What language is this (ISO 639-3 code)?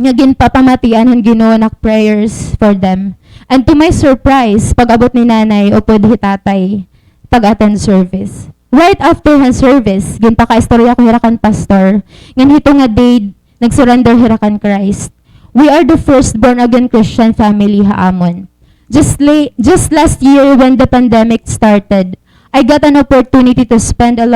war